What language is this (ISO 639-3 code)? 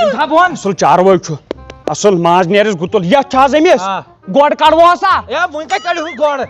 kas